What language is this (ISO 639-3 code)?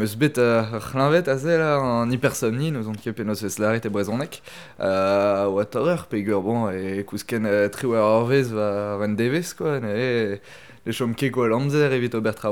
bre